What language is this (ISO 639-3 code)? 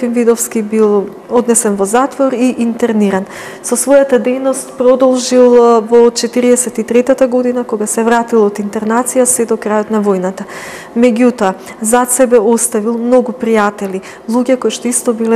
mkd